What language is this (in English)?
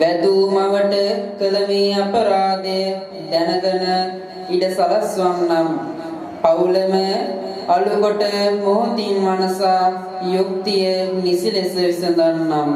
Sinhala